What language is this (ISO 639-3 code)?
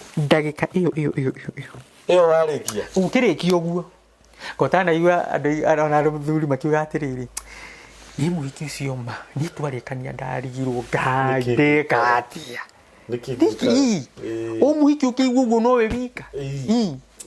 kik